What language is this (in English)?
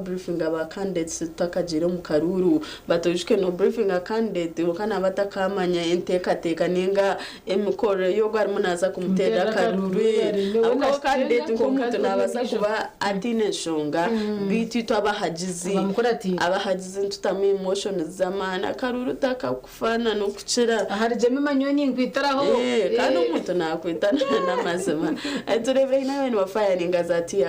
Nyankole